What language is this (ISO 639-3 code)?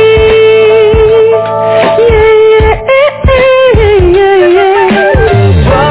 ind